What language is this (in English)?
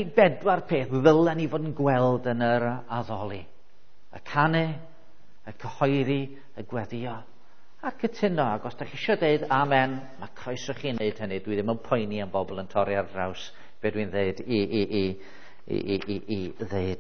Welsh